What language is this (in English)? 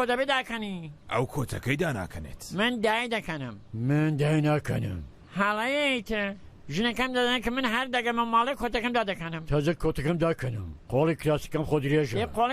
Central Kurdish